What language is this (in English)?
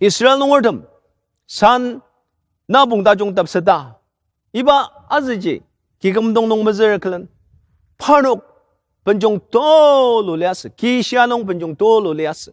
Ao Naga